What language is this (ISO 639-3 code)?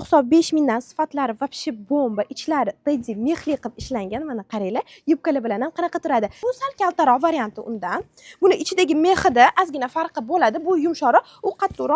uzb